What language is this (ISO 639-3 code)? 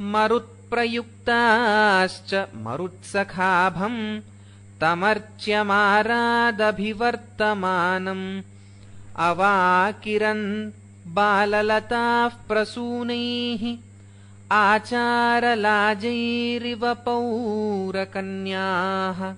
san